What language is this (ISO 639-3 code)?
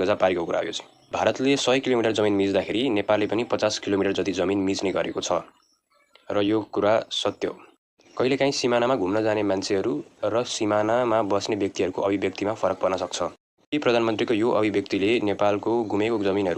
nep